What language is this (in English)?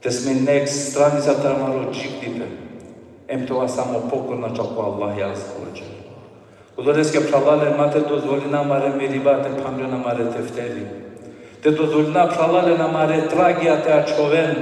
Balkan Romani